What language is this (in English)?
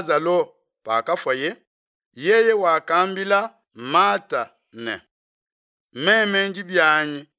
Luba-Lulua